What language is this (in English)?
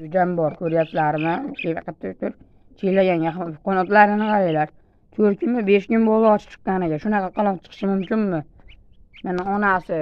Uzbek